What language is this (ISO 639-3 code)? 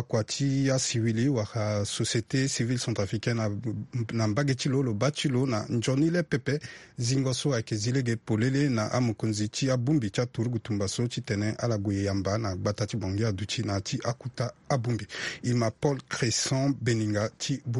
sag